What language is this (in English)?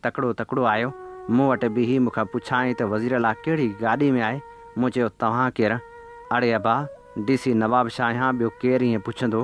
Sindhi